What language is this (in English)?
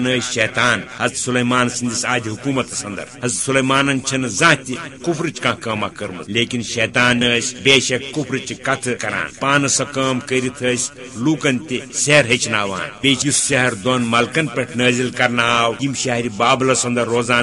Kashmiri